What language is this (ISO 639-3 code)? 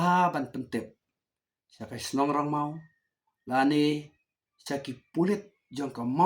kha